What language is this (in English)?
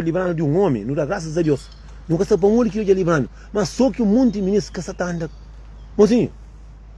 Kabuverdianu